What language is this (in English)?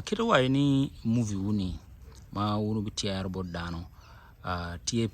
Acoli